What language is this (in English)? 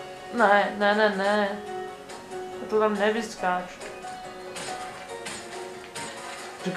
Czech